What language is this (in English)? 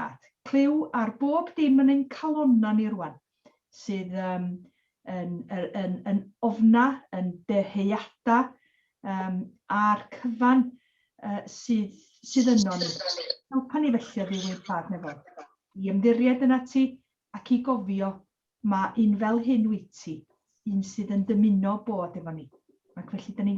Welsh